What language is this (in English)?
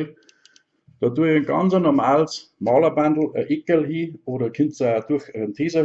Bavarian